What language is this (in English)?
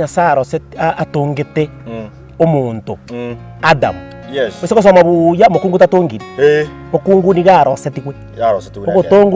Gusii